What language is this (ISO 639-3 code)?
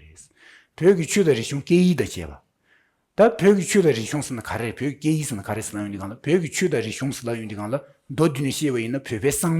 bod